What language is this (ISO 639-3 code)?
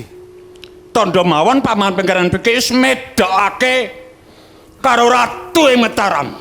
jav